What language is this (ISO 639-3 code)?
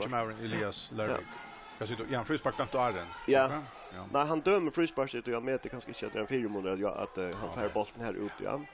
fao